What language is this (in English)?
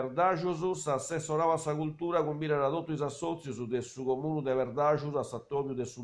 Sardinian